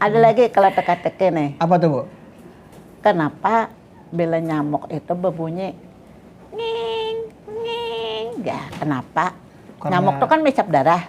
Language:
Banjar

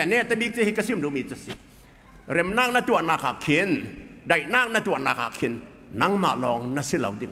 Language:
Falam Chin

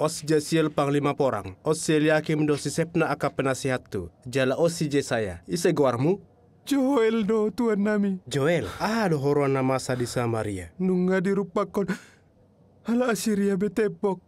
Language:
Batak Toba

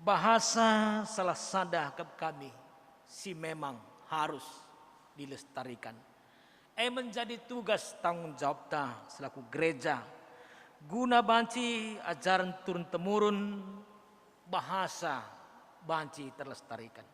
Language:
Batak Karo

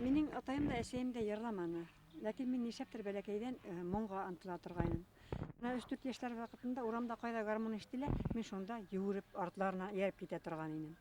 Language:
Bashkir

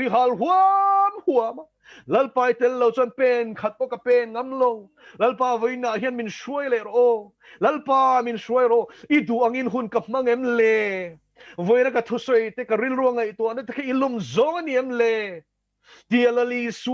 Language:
Mizo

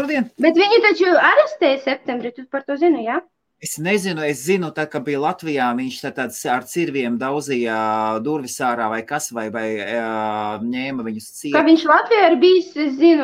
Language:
Latvian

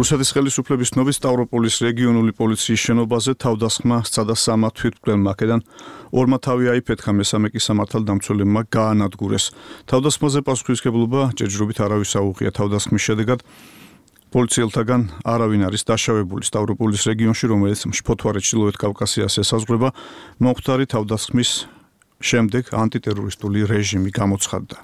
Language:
Georgian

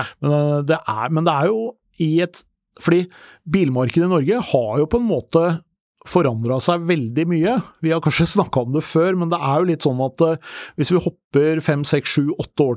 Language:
Norwegian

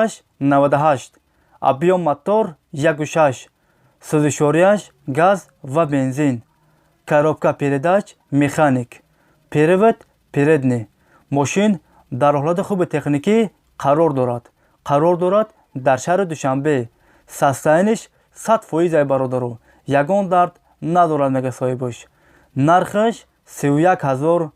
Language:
Tajik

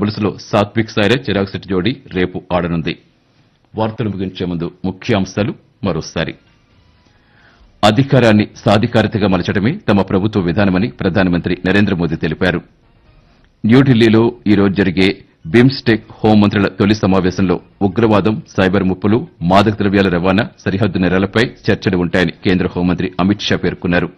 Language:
Telugu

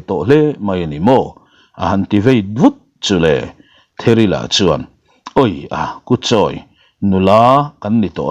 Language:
Mizo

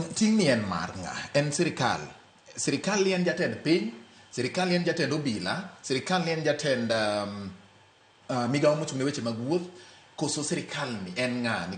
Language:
Luo (Kenya and Tanzania)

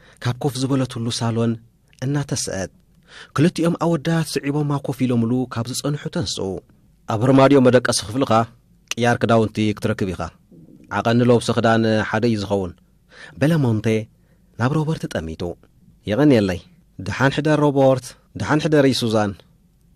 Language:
Tigrinya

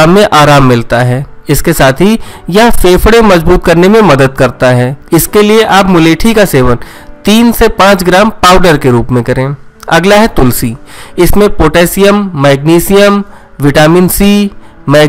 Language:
Hindi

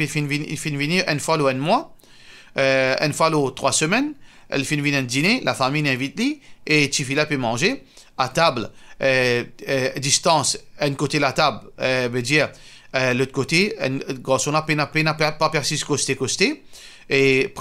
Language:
Morisyen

